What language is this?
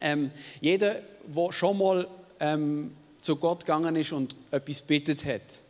Swiss German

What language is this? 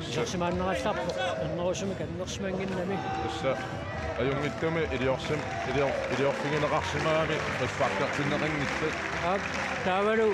Kalaallisut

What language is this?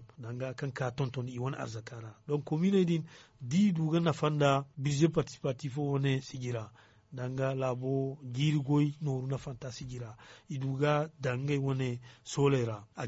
Zarma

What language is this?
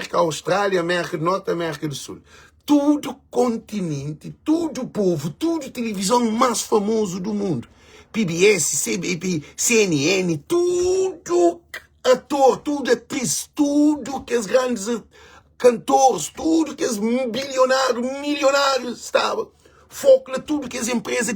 Kabuverdianu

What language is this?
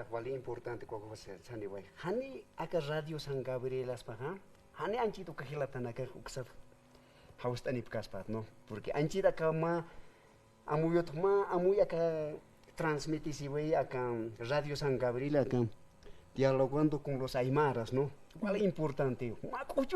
Aymara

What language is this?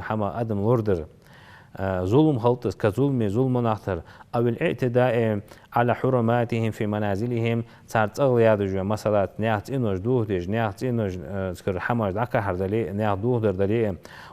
Ingush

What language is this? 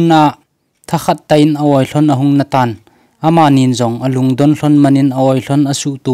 Thado Chin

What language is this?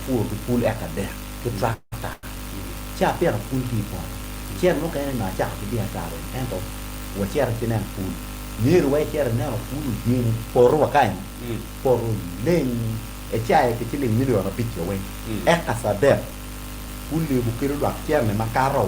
Acoli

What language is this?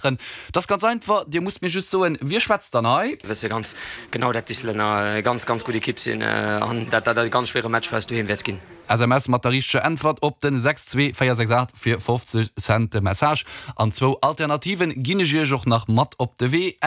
Luxembourgish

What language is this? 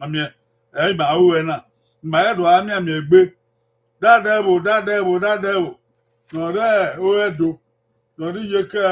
Bini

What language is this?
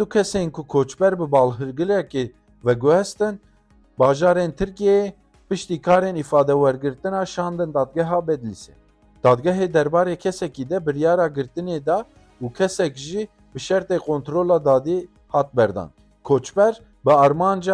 Kurdish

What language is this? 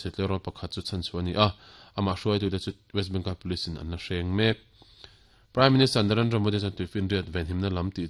Mizo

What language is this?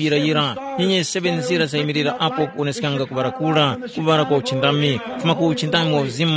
Tumbuka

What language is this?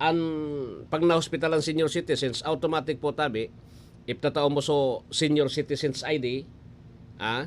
Bikol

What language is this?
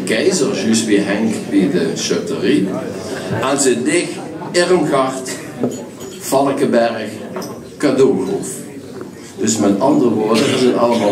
Limburgish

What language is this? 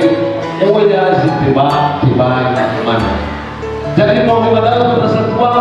Nias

